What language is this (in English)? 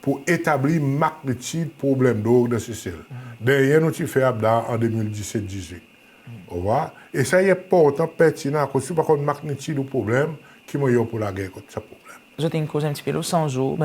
Seselwa Creole French